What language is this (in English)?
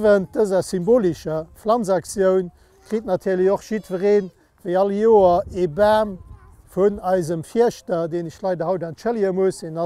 Luxembourgish